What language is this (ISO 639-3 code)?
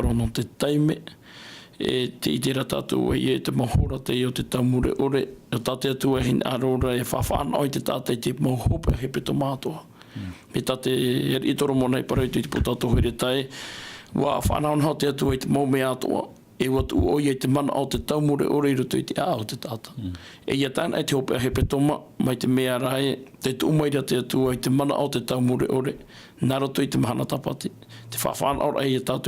tah